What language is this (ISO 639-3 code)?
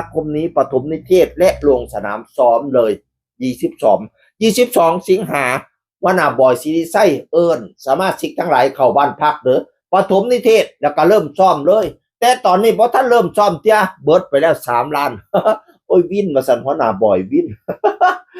tts